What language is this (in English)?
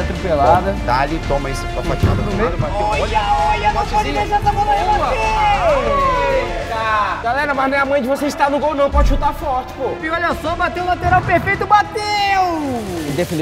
Portuguese